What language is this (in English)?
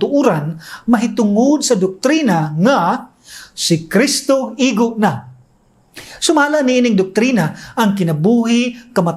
Cebuano